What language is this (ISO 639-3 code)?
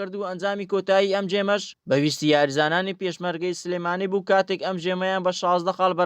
ckb